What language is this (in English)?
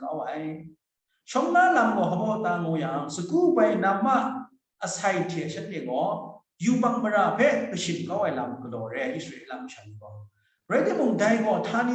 Kachin